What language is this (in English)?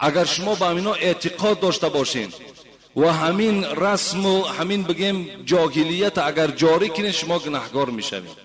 Tajik